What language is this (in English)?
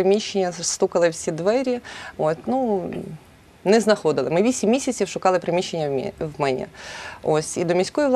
Ukrainian